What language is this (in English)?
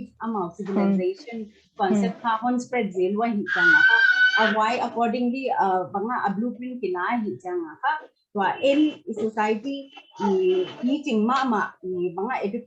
Paite Chin